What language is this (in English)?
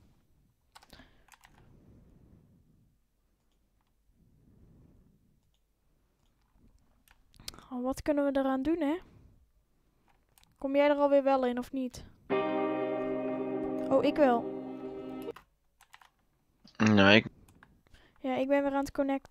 Dutch